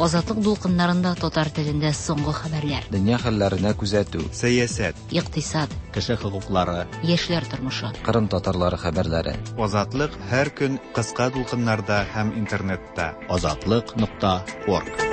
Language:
Tatar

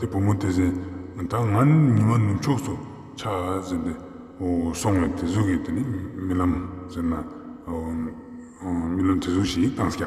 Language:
Ladakhi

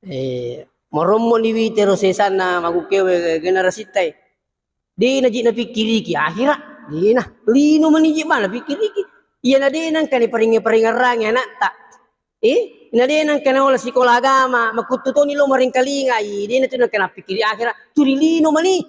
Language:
Buginese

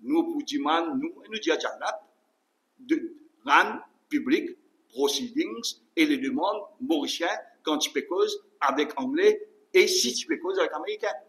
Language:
Morisyen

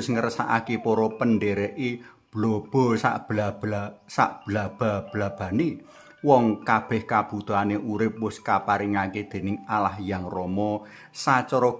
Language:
Javanese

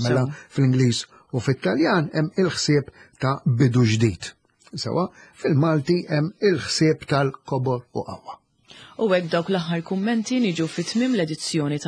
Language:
Maltese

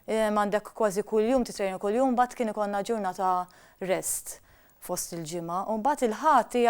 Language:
Maltese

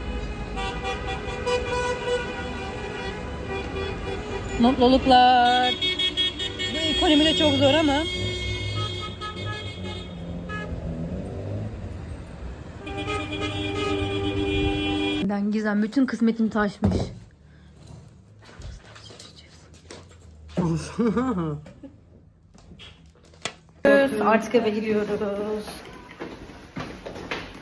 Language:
Turkish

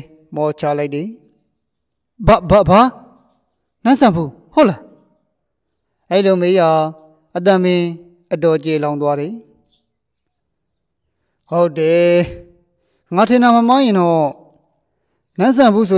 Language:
Burmese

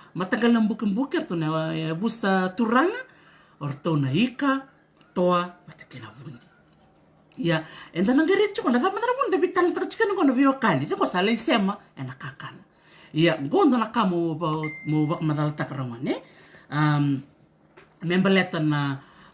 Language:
Fijian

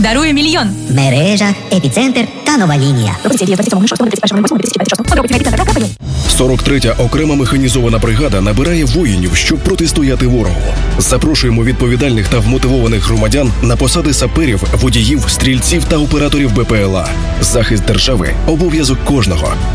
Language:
Ukrainian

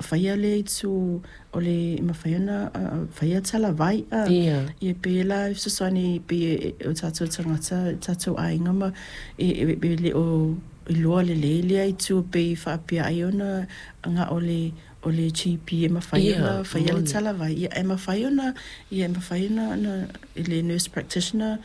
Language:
Samoan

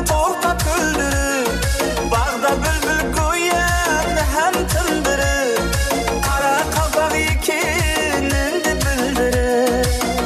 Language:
Kara-Kalpak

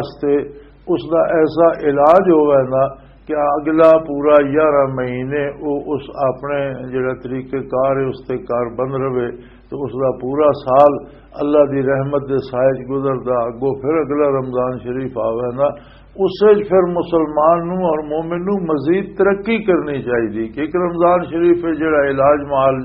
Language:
Western Panjabi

